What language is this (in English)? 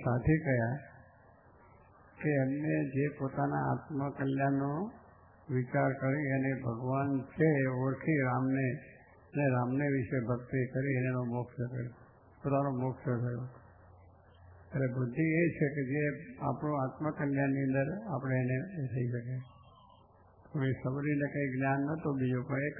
Gujarati